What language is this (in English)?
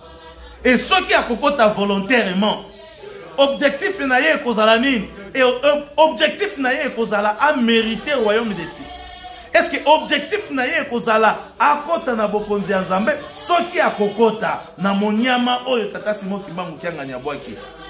Lingala